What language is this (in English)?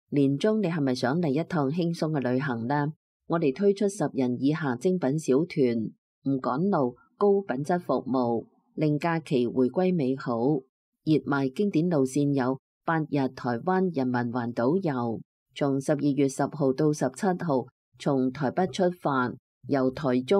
Cantonese